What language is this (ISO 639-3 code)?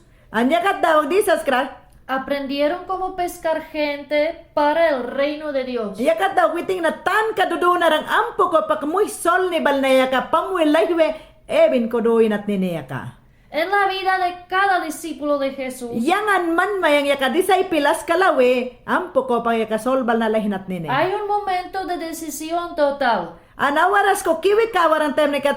yan